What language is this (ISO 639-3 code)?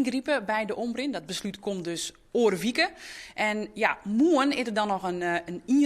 fry